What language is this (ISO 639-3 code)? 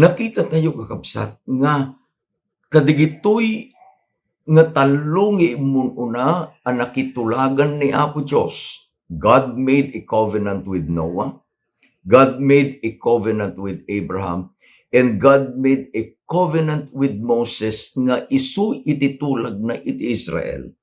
ilo